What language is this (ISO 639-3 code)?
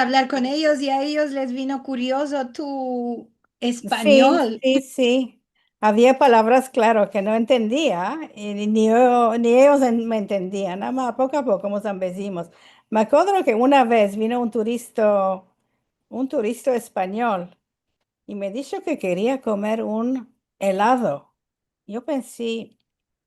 lad